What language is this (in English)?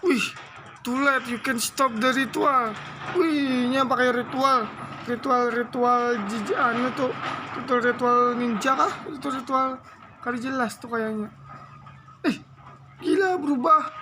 Banjar